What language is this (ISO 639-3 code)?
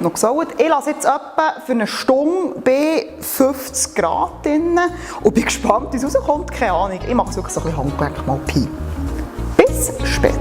gsw